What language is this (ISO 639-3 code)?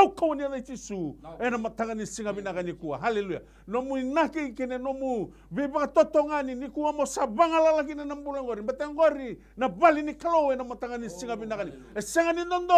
fij